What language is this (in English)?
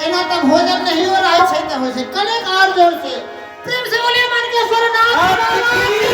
Maithili